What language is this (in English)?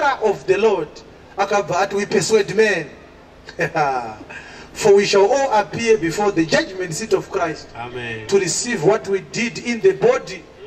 Shona